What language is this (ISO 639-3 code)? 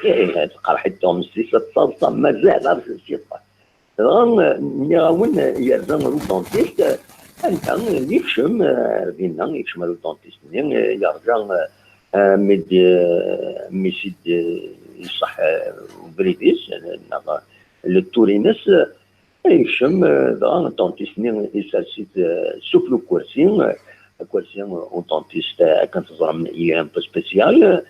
kab